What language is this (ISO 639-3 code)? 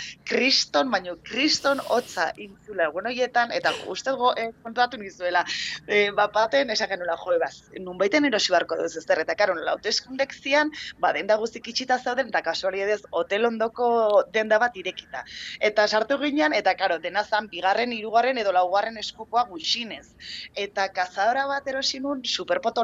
eus